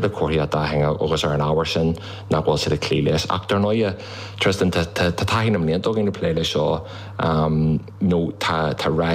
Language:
Irish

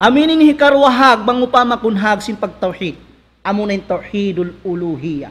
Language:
Tausug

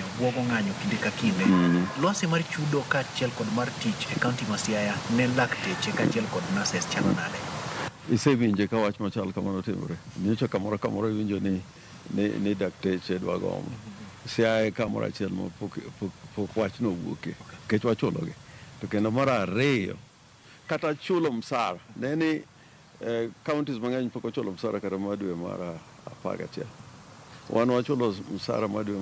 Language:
Luo (Kenya and Tanzania)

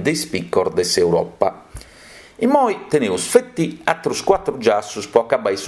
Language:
Sardinian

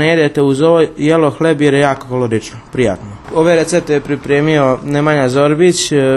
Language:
Serbian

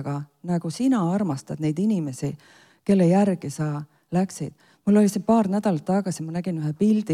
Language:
Estonian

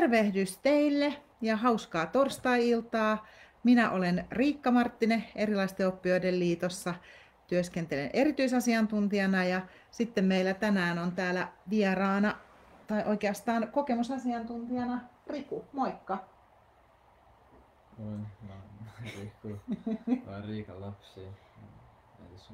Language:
Finnish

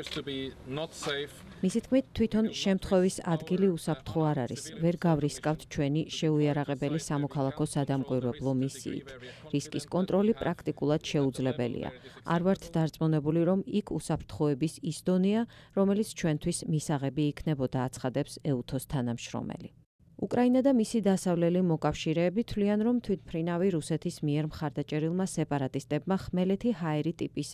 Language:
Georgian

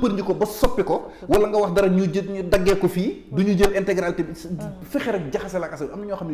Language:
Wolof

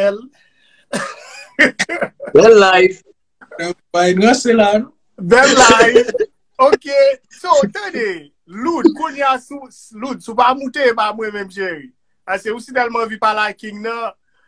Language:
Haitian Creole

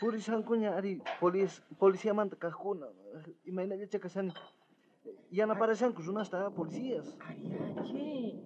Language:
South Bolivian Quechua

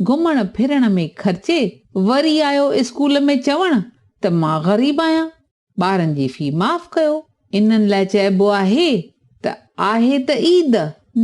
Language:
Sindhi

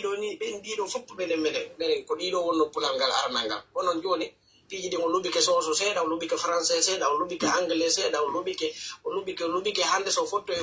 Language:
Pular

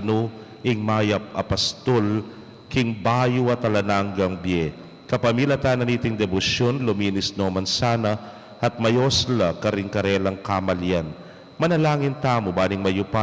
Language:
Pampanga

